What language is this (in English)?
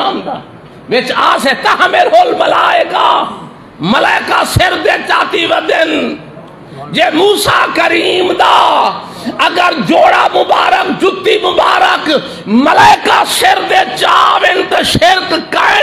Saraiki